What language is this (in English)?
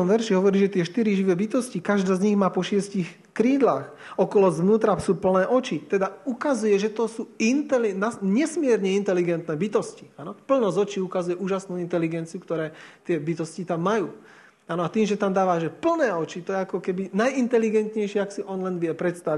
Slovak